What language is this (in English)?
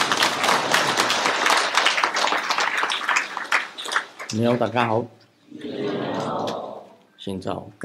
Chinese